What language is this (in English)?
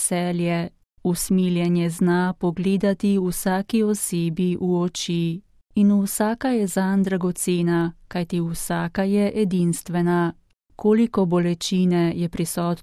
Slovenian